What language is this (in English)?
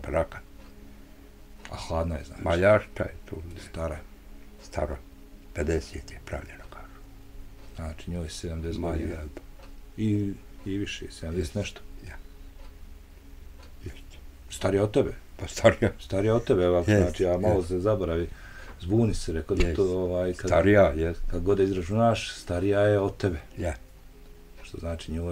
Bosnian